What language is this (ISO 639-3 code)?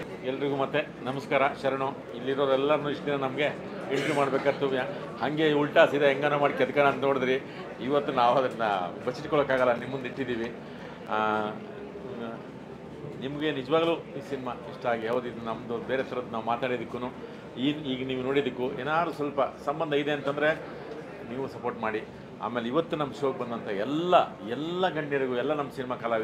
kan